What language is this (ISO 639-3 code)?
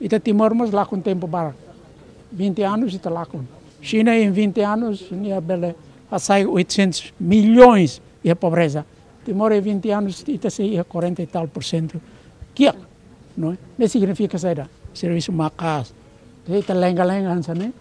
tet